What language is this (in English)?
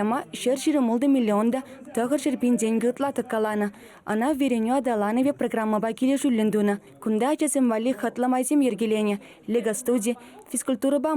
Chuvash